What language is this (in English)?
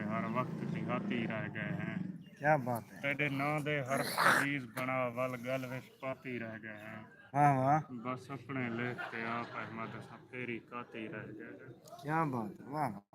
Saraiki